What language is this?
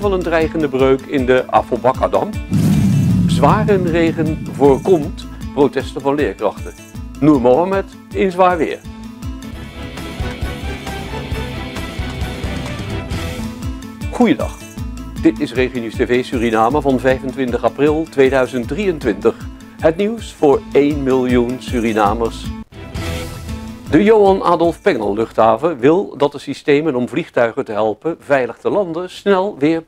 Dutch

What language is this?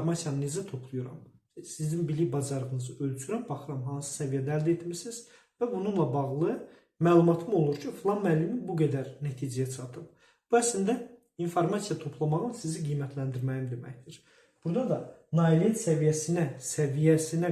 Azerbaijani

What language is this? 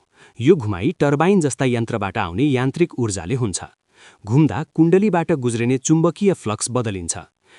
Nepali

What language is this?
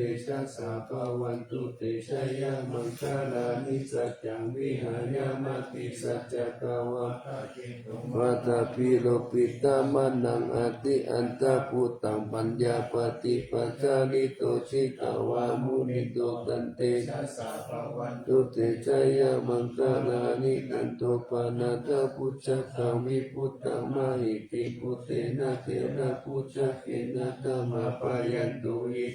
Pali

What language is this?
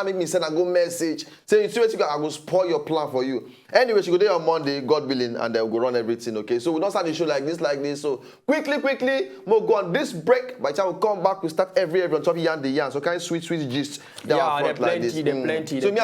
Nigerian Pidgin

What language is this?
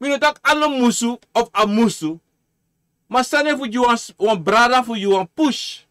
Sranan Tongo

